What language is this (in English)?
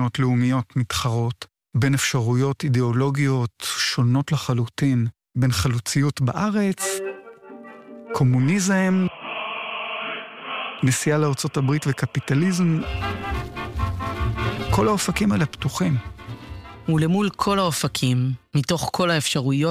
Hebrew